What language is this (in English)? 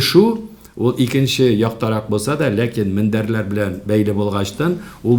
Tatar